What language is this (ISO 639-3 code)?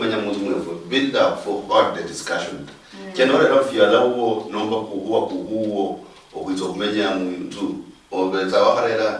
luy